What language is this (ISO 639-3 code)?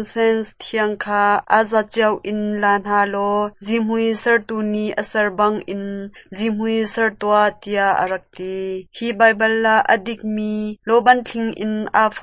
cnh